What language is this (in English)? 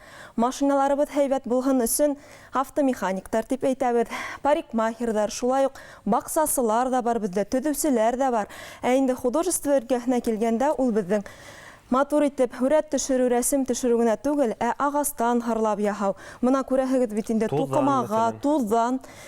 Bashkir